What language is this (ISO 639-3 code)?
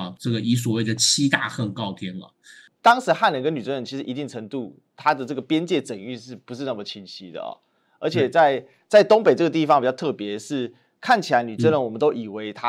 zho